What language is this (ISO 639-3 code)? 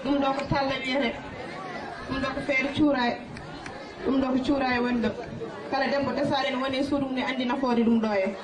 ful